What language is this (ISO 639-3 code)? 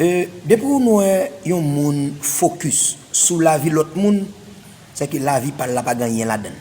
hat